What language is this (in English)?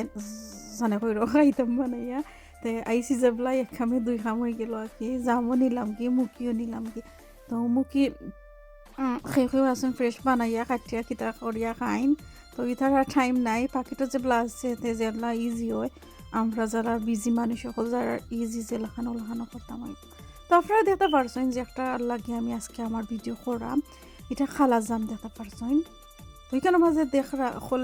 Sylheti